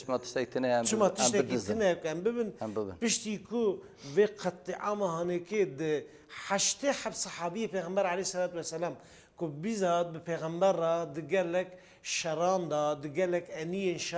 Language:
Kurdish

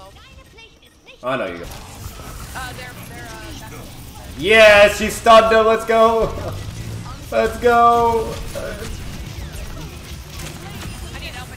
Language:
English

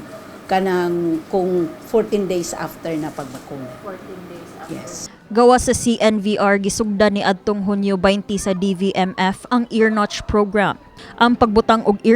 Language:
Cebuano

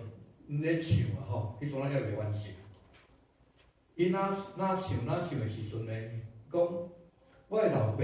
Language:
Min Nan Chinese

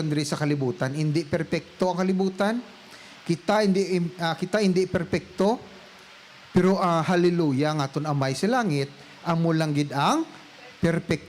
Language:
Hiligaynon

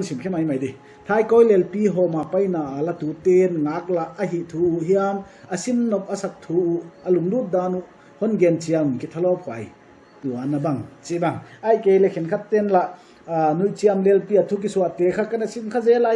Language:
Paite Chin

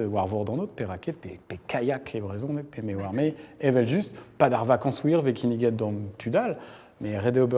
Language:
Breton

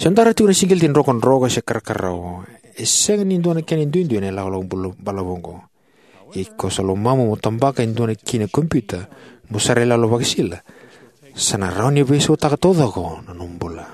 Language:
Fijian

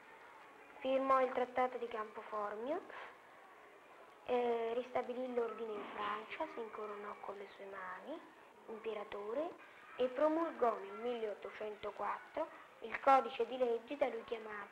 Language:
Italian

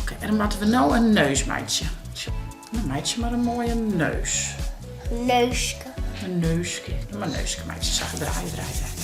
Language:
Western Frisian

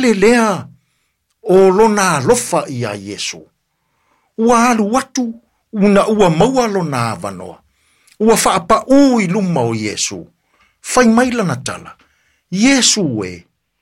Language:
Samoan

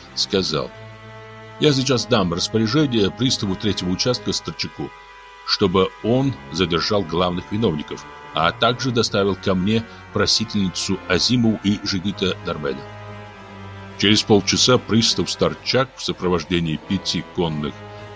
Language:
Russian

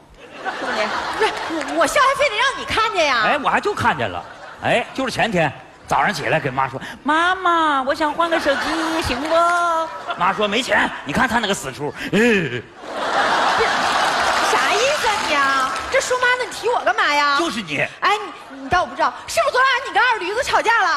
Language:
Chinese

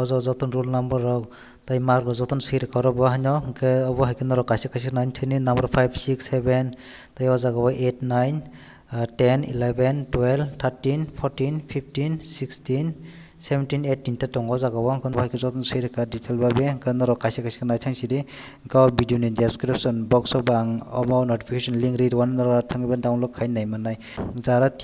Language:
Kok Borok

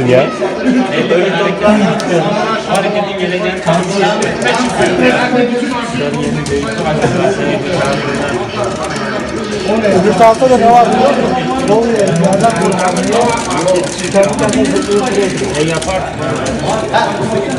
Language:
Turkish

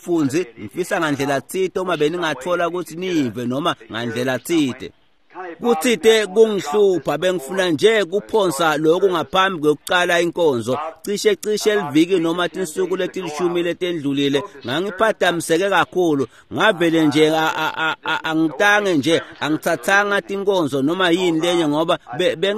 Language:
Swati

